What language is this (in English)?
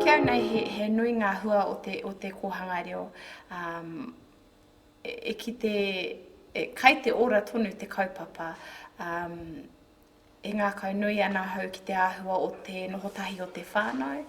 Māori